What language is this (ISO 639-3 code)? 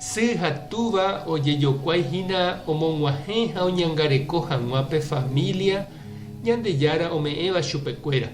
grn